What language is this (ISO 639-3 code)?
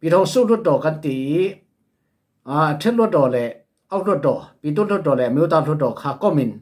cfm